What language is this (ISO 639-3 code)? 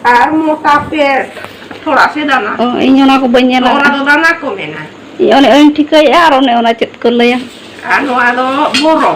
sat